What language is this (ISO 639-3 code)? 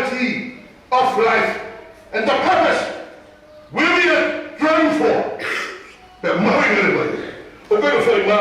ton